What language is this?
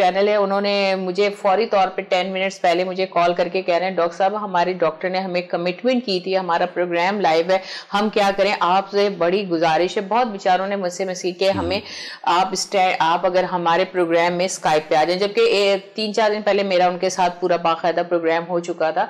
Urdu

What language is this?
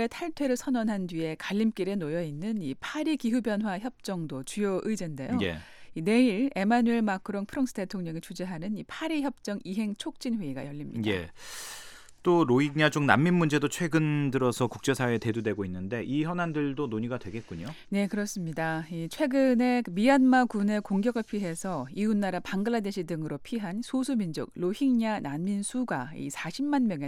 Korean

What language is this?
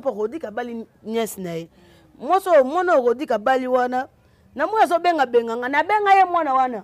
Lingala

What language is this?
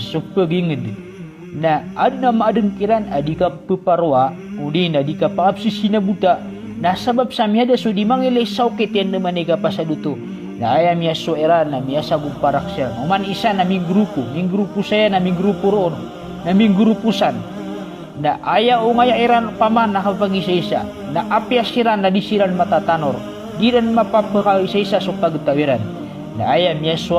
Maranao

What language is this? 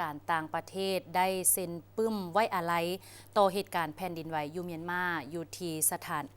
Lao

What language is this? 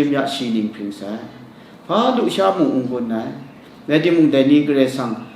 Kachin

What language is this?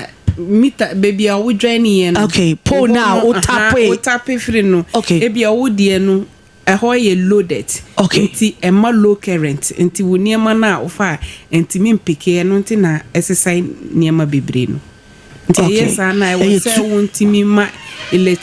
Akan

